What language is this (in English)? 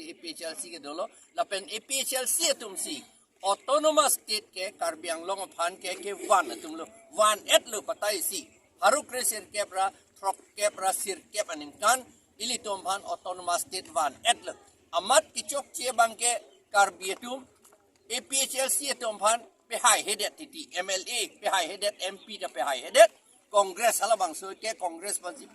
Karbi